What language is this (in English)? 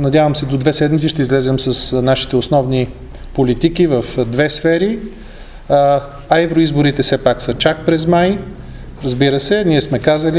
Bulgarian